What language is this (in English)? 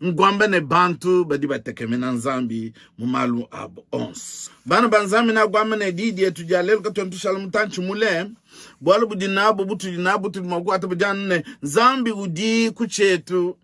Luba-Lulua